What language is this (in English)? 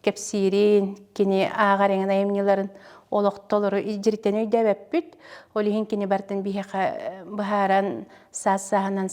Yakut